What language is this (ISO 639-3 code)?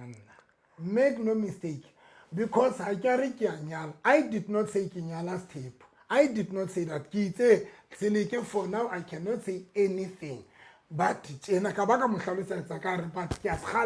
sot